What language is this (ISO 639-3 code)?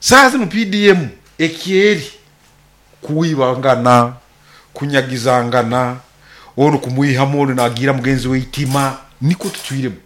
nyo